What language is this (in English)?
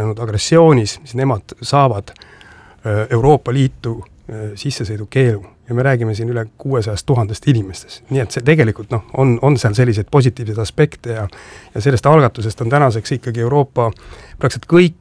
Estonian